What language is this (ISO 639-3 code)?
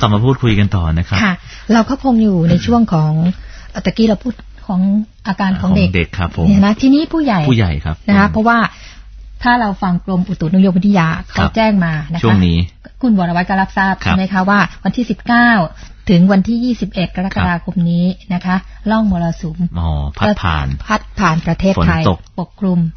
tha